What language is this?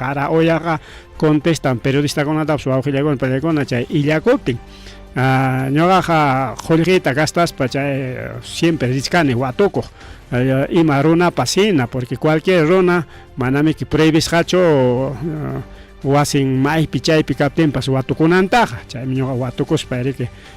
Ayacucho Quechua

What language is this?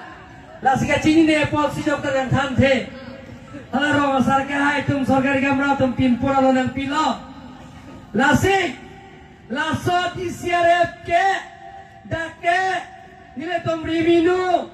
Karbi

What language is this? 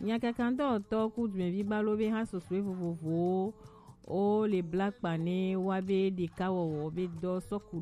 Gen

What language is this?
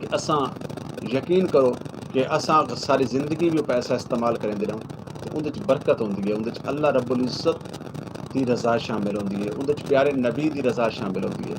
Saraiki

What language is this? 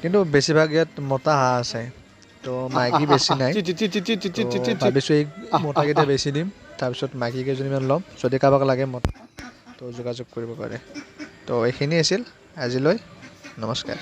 Assamese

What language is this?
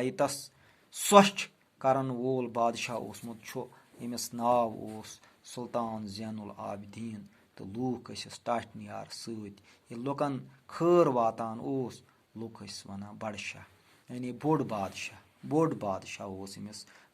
Kashmiri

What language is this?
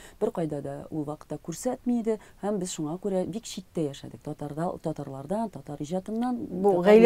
Tatar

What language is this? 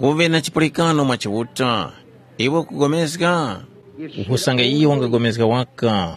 Tumbuka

